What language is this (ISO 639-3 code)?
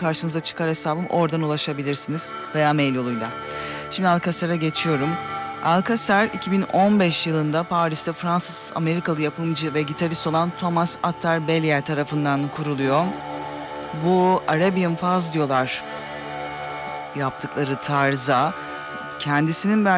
tur